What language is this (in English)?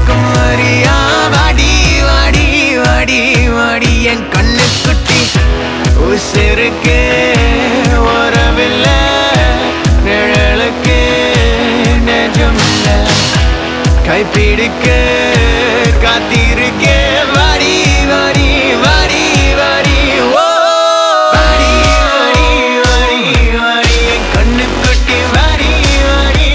Tamil